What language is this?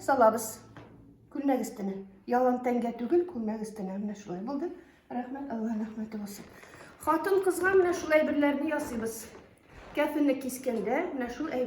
Tatar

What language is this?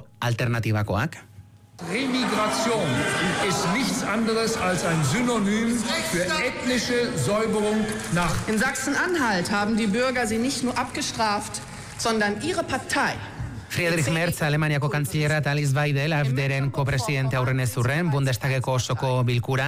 Basque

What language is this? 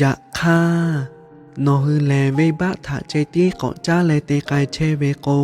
Lahu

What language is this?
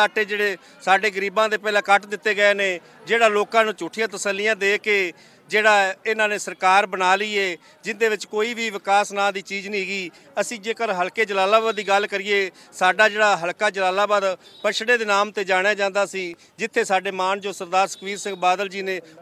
Punjabi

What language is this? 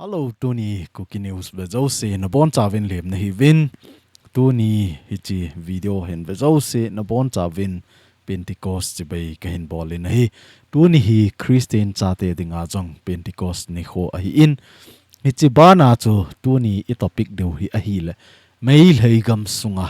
Thado Chin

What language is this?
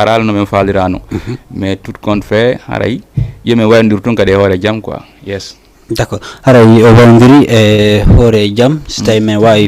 Fula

